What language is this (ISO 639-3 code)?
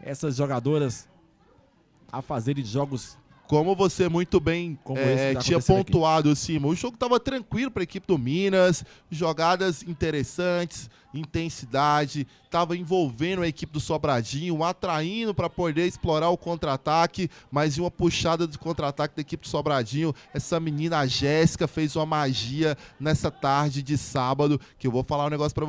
por